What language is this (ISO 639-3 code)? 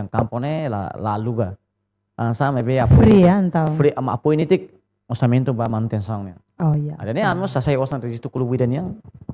tet